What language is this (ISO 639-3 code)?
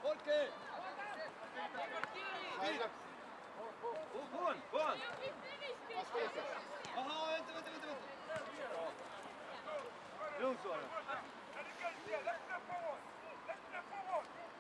swe